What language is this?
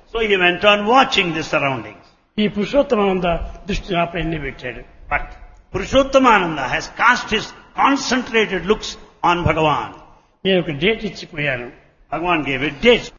Telugu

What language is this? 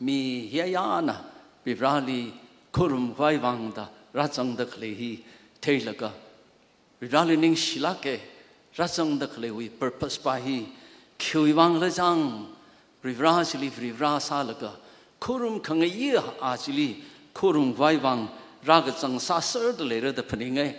Tangkhul Naga (India)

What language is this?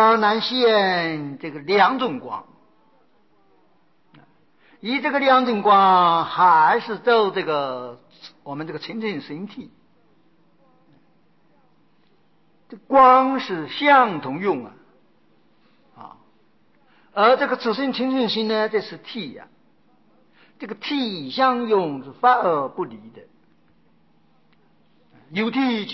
Chinese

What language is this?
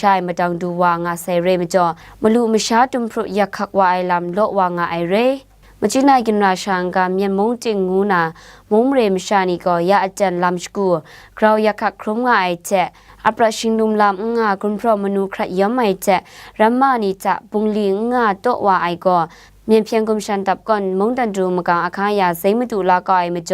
Kachin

